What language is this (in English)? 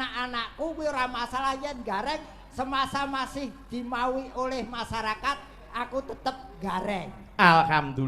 Javanese